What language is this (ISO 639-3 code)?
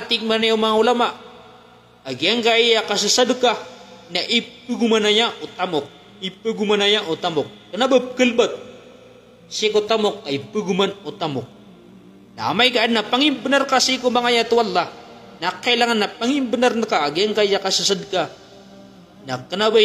mrw